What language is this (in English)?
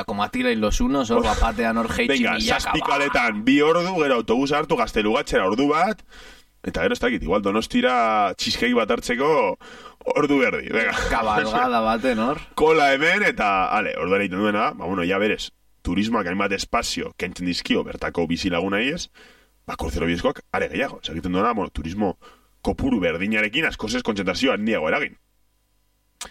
Basque